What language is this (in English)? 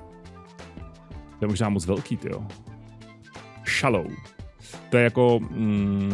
Czech